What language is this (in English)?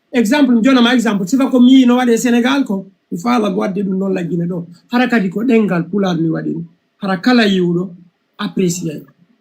Fula